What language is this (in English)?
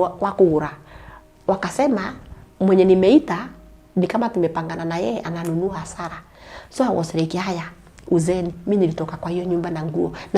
Kikuyu